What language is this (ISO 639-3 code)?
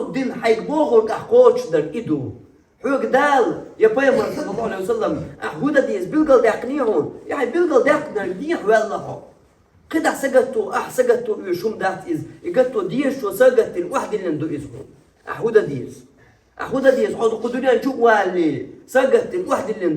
che